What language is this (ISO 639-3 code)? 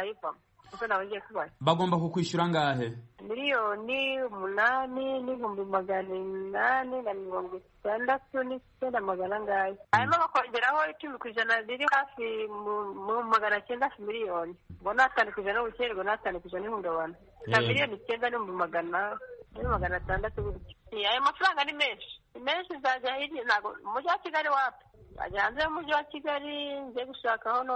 kin